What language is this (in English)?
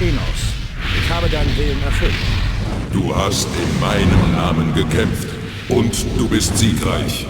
Bavarian